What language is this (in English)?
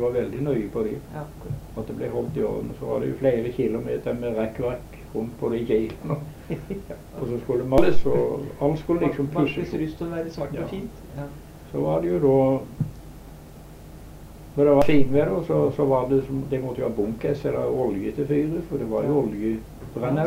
Norwegian